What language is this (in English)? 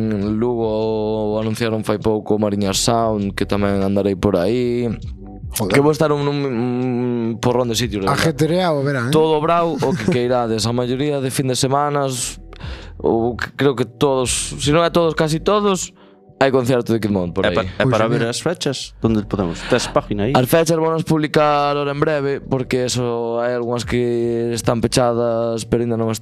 Galician